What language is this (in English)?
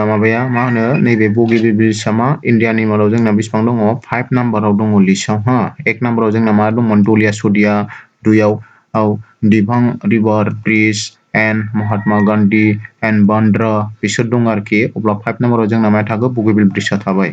Bodo